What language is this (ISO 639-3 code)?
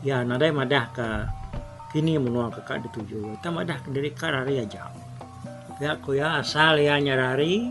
iba